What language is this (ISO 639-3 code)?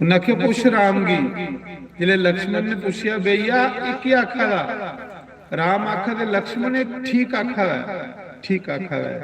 doi